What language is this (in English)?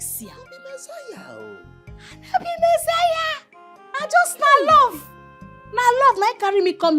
Nigerian Pidgin